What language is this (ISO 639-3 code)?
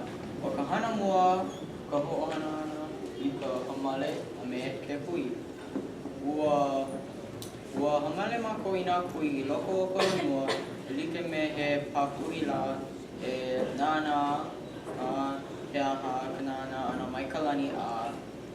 haw